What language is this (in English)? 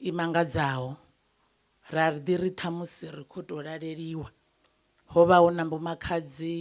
Venda